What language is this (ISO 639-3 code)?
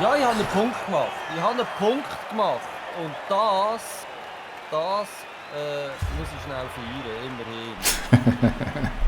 gsw